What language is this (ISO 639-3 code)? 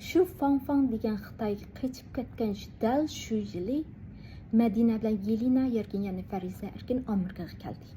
uig